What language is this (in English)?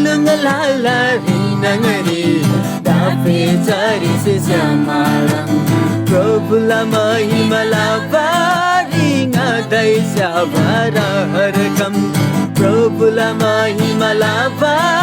Eastern Tamang